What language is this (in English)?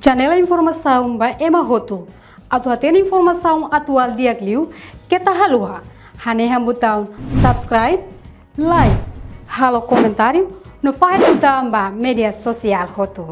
Tetum